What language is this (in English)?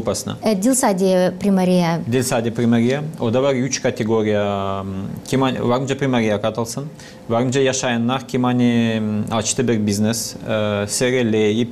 Gagauz